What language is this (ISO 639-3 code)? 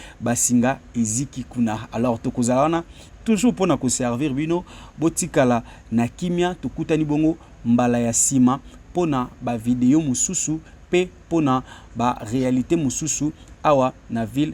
lin